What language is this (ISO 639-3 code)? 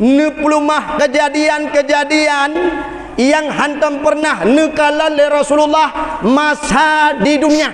ace